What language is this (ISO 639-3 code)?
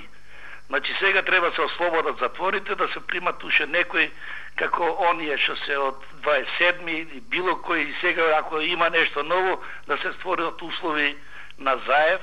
mkd